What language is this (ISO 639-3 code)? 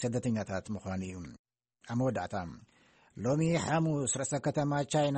tir